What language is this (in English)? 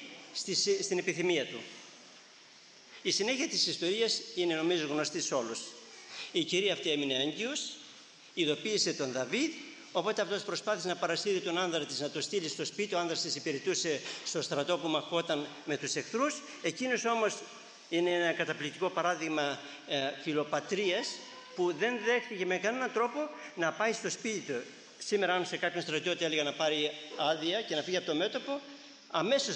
Greek